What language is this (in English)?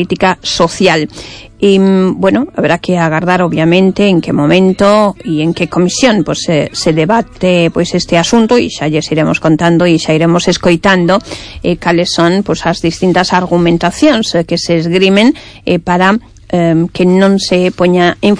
Galician